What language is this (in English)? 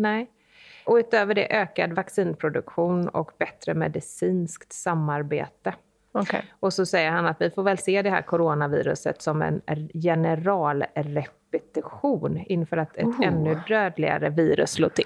Swedish